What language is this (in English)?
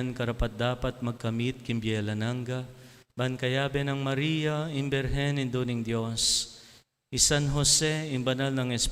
Pampanga